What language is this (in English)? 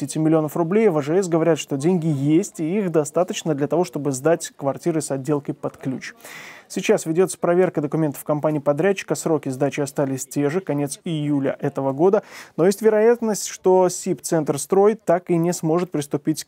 Russian